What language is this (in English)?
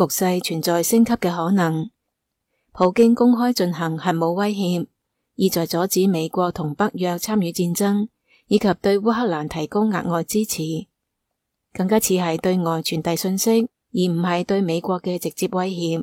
Cantonese